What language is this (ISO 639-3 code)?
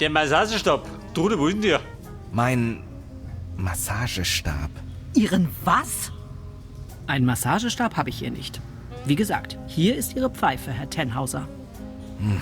bar